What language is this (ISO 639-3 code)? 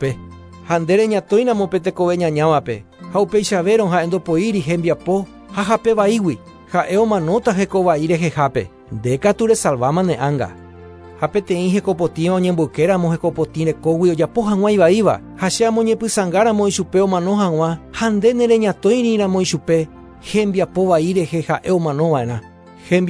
grn